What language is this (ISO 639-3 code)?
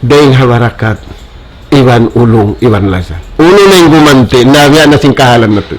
tsg